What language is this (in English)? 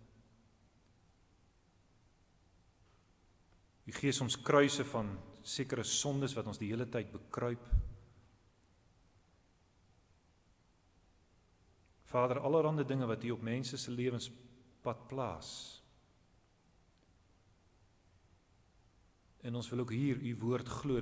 Afrikaans